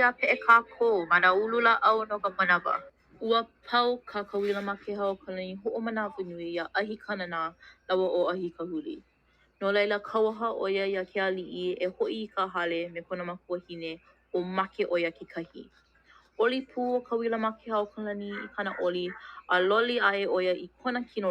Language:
Hawaiian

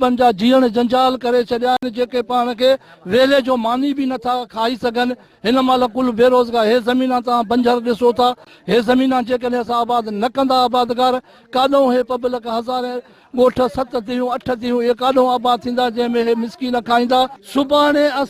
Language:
Sindhi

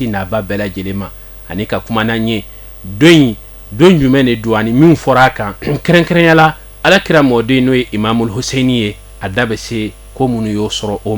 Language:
Bambara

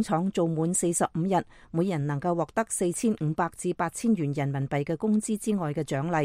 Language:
Cantonese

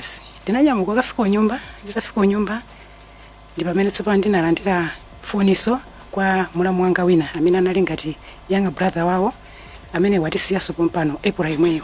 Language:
Nyanja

